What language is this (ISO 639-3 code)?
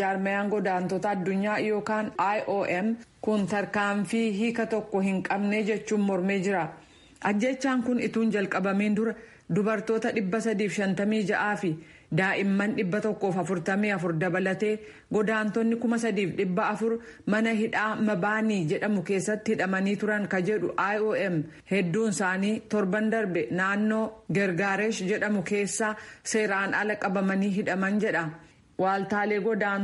orm